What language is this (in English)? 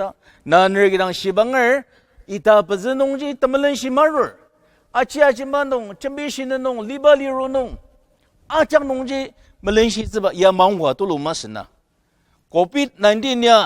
Ao Naga